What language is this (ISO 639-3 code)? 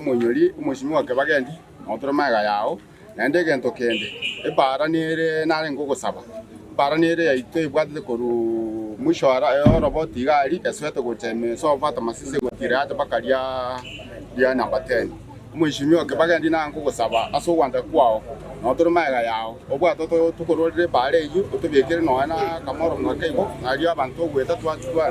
guz